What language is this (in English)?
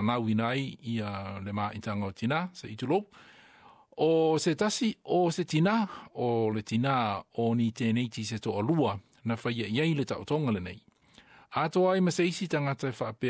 Samoan